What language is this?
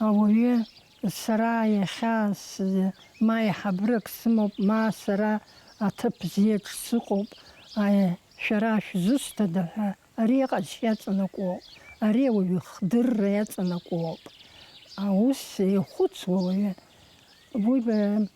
Abkhazian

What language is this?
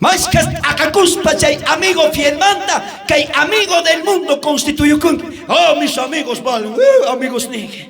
South Bolivian Quechua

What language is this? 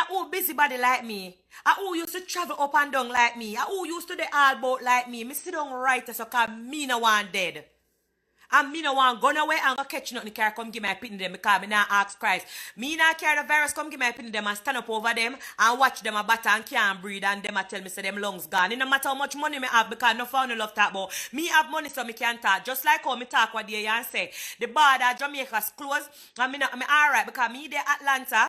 Jamaican Creole English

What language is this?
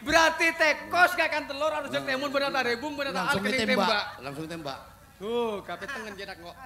Madurese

